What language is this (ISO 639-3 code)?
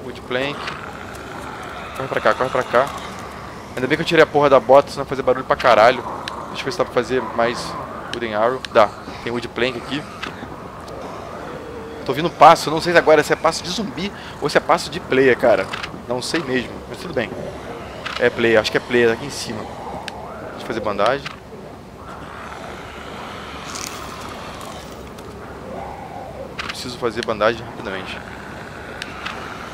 por